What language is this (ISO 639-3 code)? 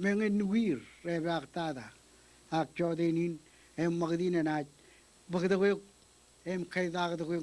mah